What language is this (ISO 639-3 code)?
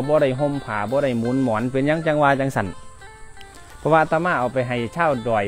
tha